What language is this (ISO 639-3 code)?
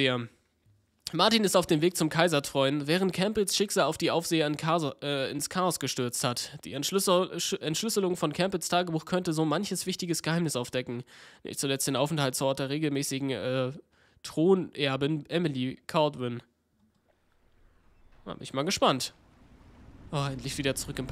deu